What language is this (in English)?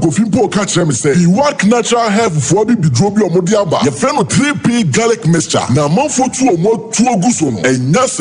Akan